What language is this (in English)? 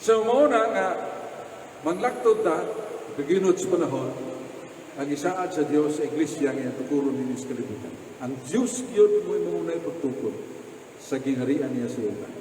Cebuano